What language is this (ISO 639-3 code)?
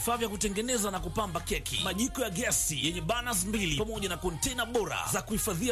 swa